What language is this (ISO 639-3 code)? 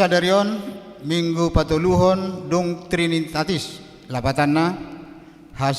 bbc